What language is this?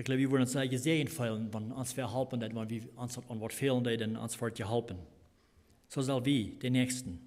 Plautdietsch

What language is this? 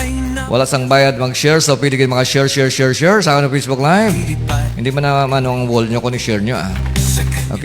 Hiligaynon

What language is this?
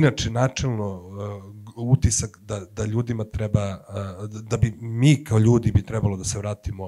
Serbian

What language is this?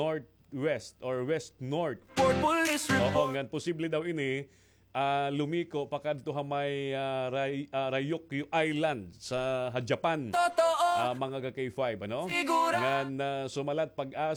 Waray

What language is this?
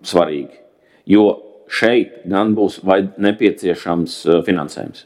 Latvian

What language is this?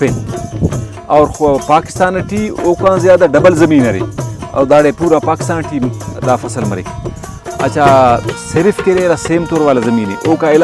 Brahui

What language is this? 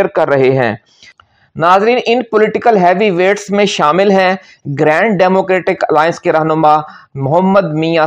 Urdu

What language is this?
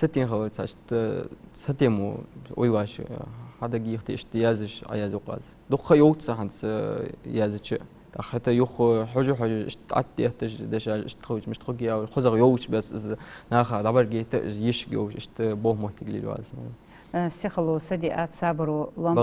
Ingush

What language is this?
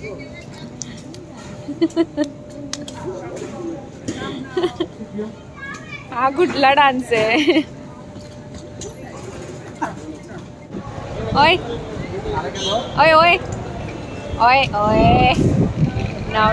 Marathi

